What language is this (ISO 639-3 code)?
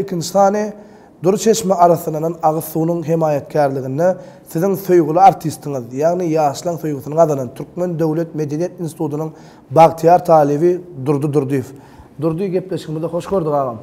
tuk